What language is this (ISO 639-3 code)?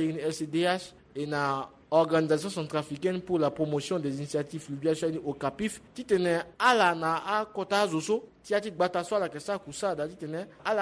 sag